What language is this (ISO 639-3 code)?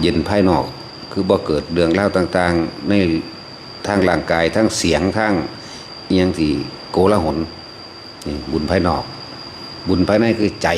tts